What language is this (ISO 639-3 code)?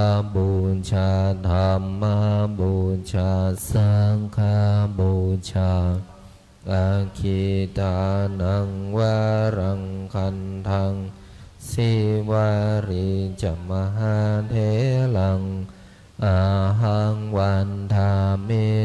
pli